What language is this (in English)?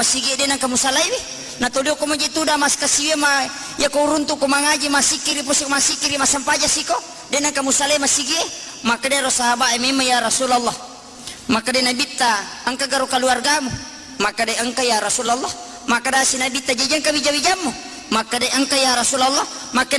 Buginese